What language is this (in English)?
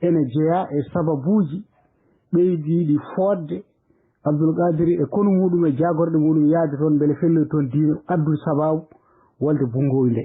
Fula